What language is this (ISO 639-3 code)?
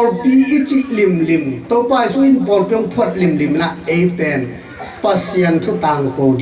ctd